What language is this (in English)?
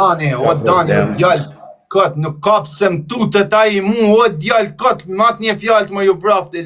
Albanian